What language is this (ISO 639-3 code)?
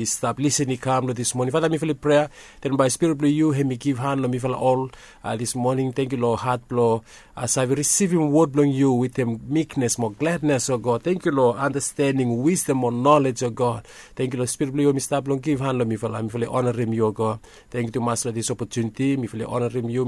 bis